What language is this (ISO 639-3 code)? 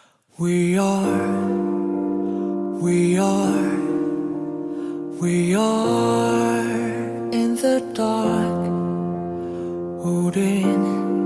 kor